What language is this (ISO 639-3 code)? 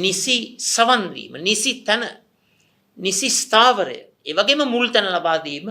sin